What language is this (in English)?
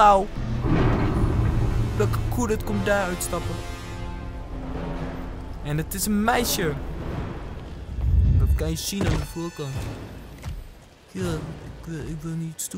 Dutch